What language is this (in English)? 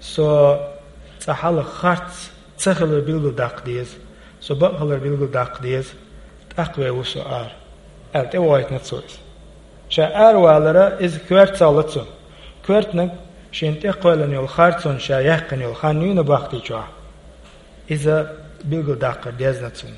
Chechen